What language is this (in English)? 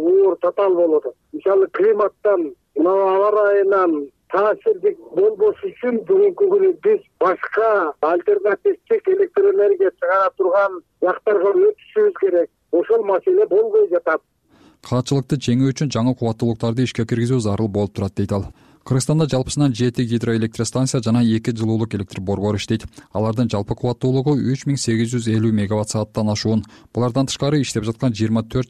Kyrgyz